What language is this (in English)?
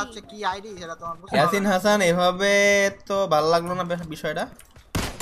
Bangla